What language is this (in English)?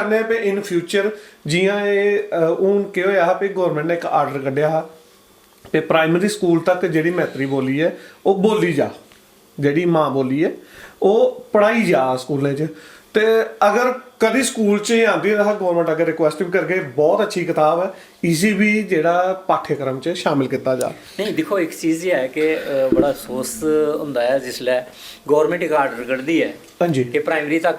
Dogri